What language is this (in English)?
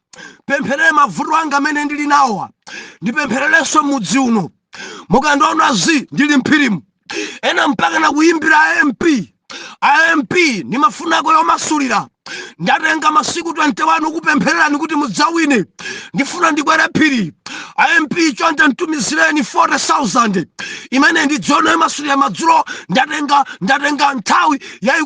Nyanja